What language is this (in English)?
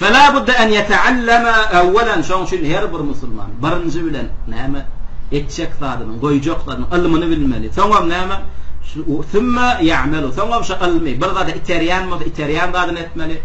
Turkmen